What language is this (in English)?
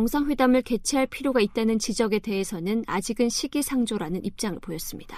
Korean